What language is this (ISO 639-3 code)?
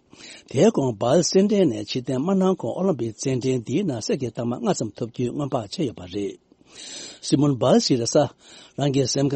bod